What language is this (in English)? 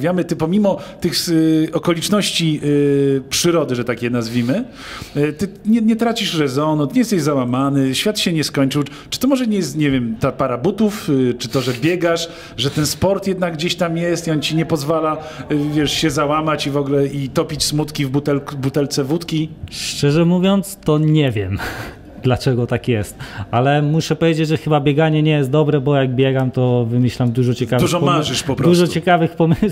Polish